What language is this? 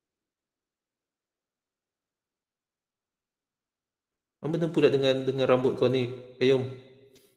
Malay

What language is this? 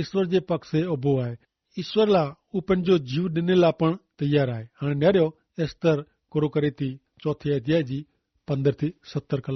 Kachhi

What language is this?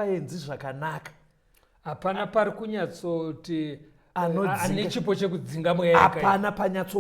Shona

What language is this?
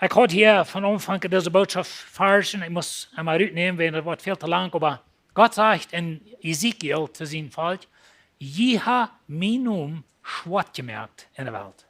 Plautdietsch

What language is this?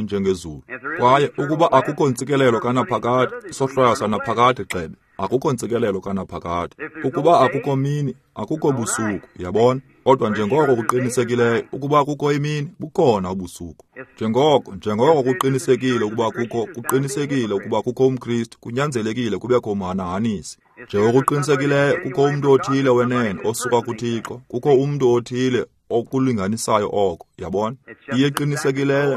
Xhosa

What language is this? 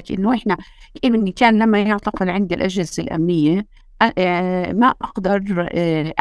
North Levantine Arabic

